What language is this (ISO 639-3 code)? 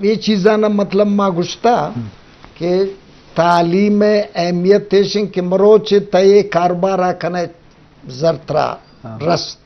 bgp